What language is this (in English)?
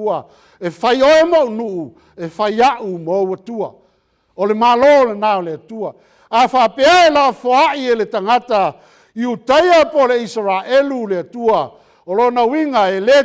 Samoan